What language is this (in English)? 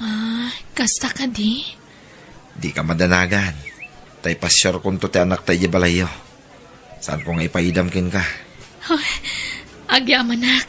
Iloko